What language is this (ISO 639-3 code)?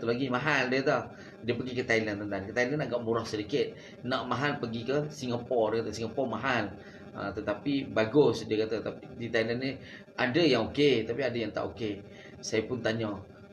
msa